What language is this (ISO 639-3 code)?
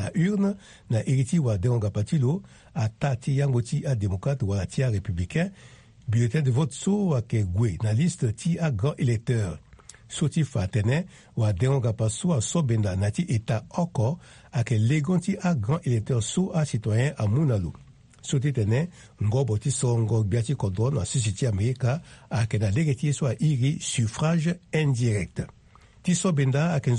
sag